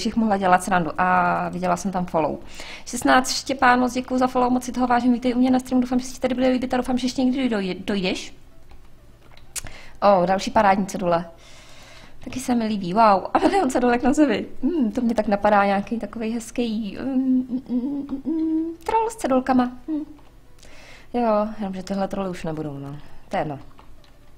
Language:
Czech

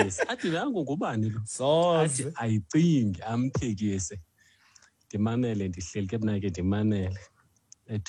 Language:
Xhosa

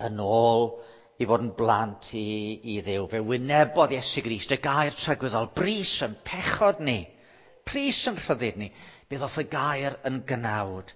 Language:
Welsh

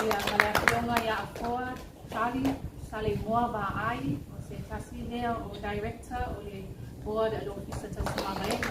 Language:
Samoan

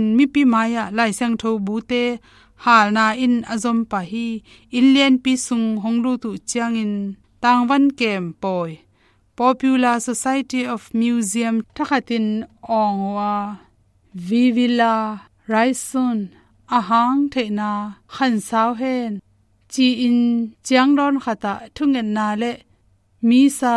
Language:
Tedim Chin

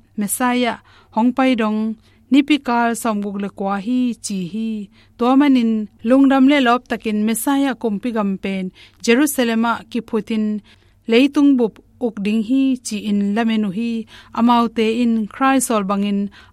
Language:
Tedim Chin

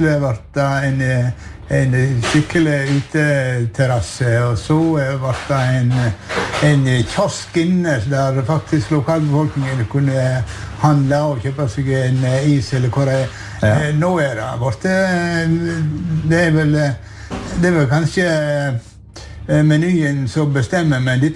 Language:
Norwegian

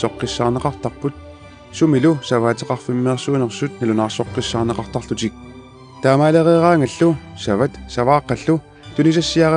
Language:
Kalaallisut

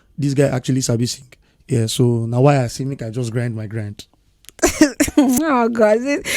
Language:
Nigerian Pidgin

